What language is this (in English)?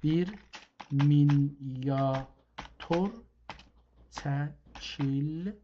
South Azerbaijani